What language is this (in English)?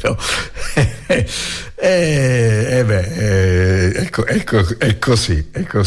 Italian